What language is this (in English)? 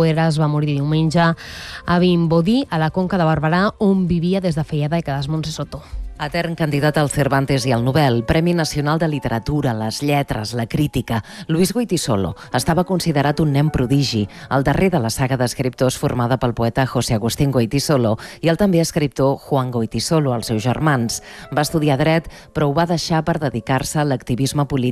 Catalan